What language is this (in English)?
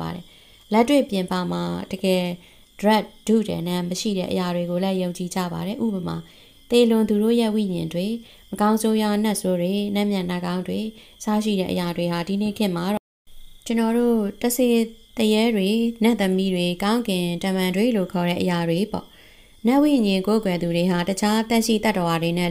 Burmese